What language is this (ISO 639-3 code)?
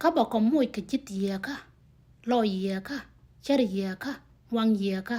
nus